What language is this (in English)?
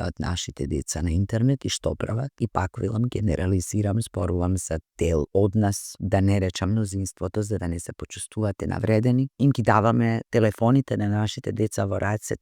Macedonian